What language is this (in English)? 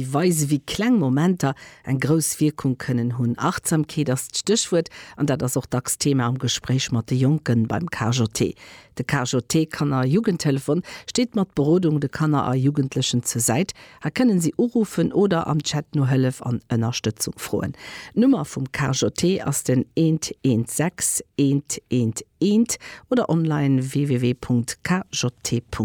Luxembourgish